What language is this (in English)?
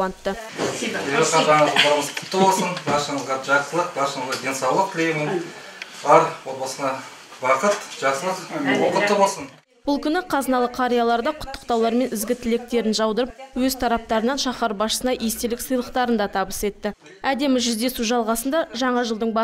Kazakh